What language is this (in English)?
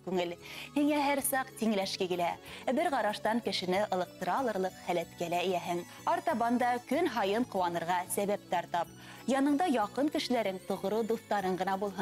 Bashkir